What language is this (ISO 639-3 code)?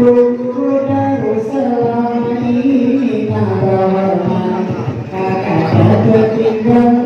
bjn